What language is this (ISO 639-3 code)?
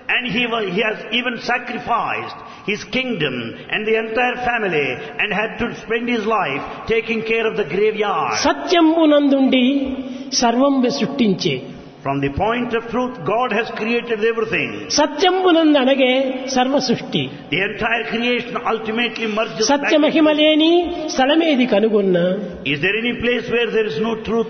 tel